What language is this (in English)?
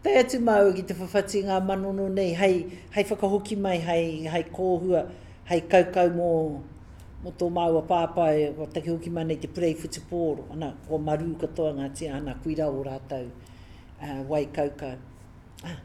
Māori